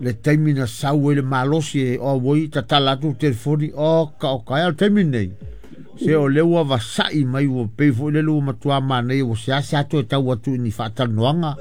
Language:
Samoan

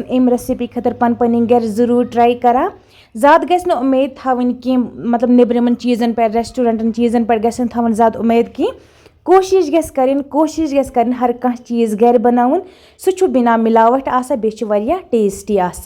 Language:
Kashmiri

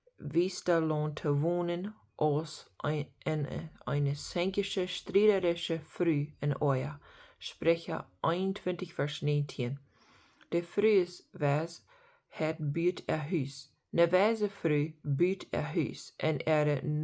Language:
Plautdietsch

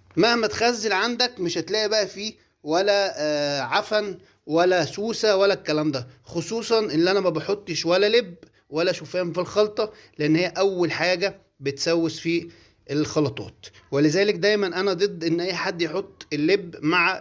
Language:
Egyptian Arabic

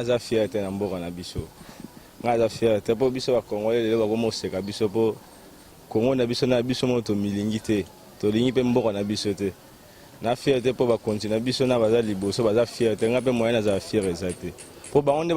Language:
Lingala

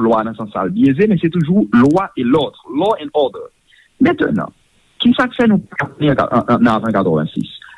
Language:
Haitian Creole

